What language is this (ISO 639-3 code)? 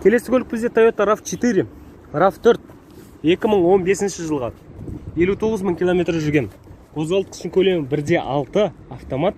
kaz